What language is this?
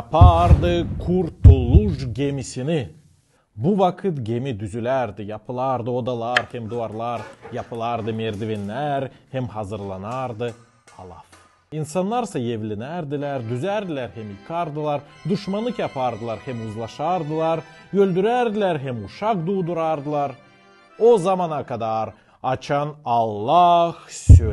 Gagauz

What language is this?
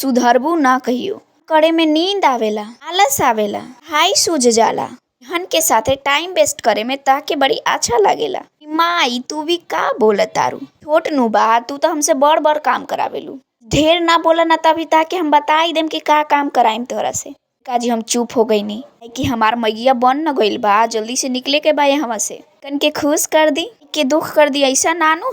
Bhojpuri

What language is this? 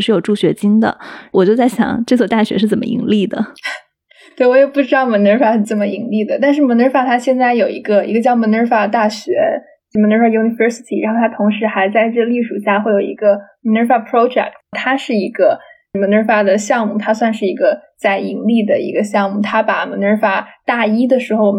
Chinese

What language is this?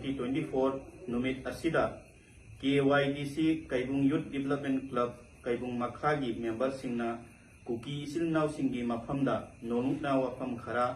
Manipuri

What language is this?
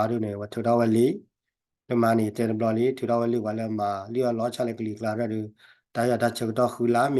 S'gaw Karen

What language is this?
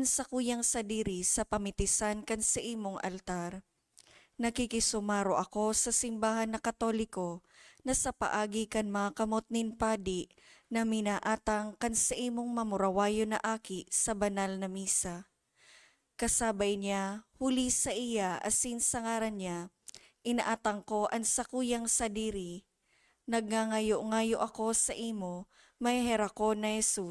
Bikol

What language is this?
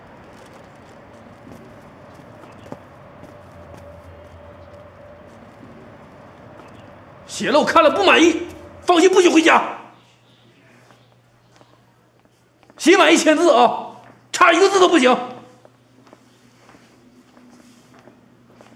Chinese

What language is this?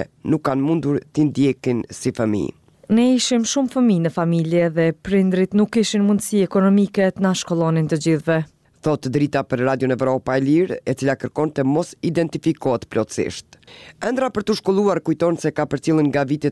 Albanian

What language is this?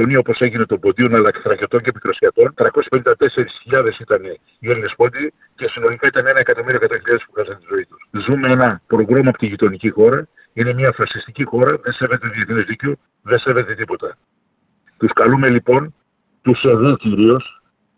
Greek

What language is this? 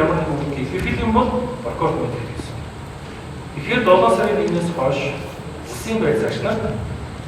Mongolian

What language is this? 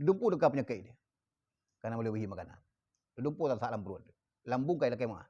Achinese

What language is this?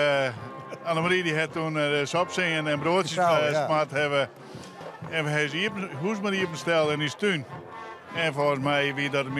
Western Frisian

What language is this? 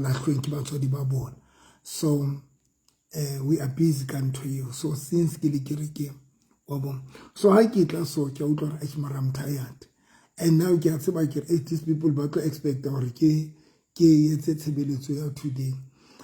Southern Sotho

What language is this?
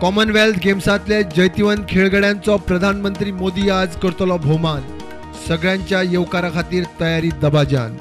Konkani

